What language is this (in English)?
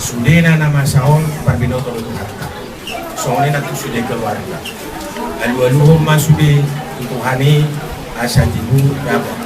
Batak Toba